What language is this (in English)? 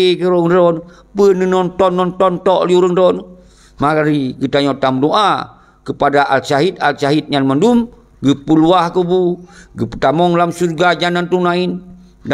Achinese